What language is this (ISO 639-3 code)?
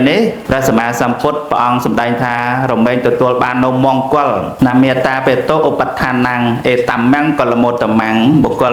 khm